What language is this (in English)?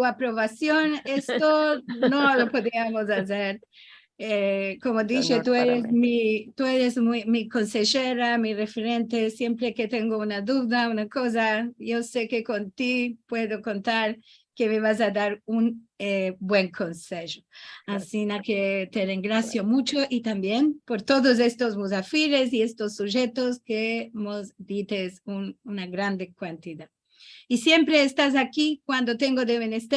Ladino